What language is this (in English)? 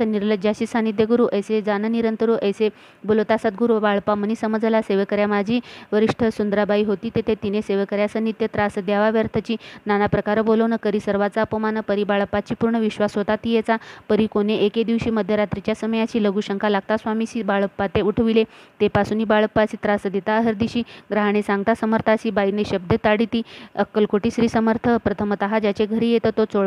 Marathi